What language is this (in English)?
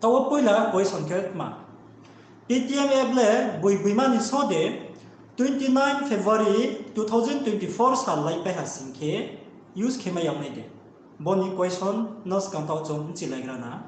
Riang (India)